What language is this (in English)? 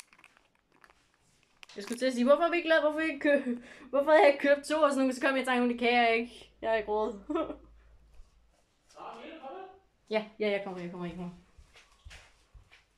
Danish